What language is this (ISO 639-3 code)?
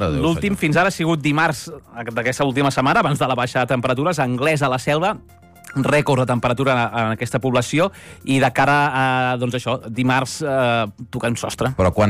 cat